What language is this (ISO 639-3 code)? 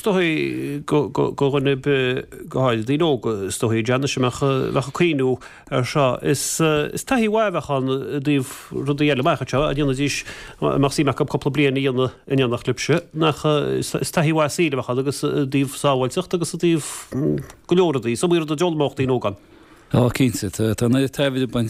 gle